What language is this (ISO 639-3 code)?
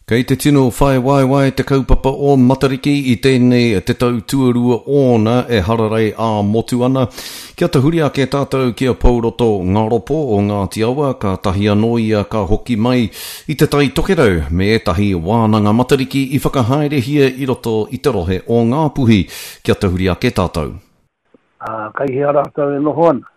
mri